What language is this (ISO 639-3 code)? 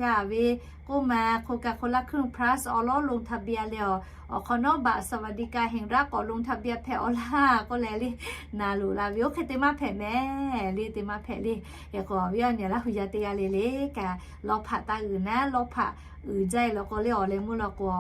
lhu